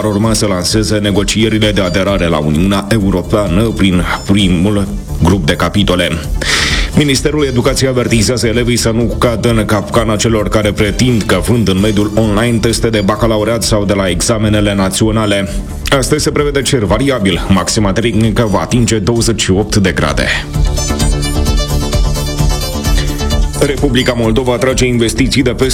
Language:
Romanian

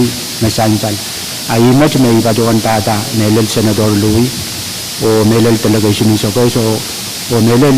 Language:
Pohnpeian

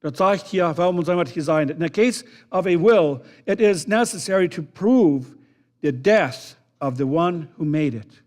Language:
Plautdietsch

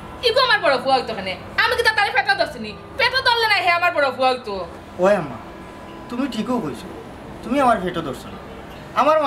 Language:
Sylheti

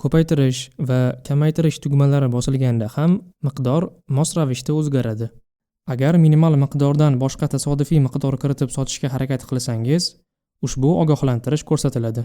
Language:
Uzbek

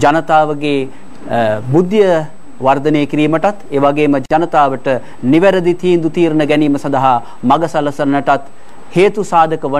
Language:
Sinhala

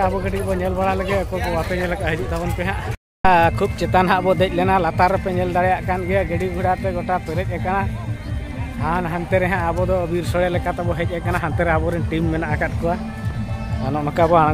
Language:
Santali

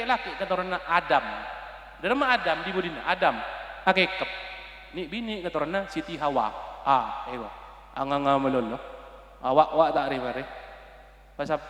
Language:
Madurese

